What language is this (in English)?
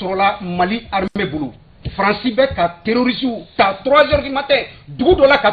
Bambara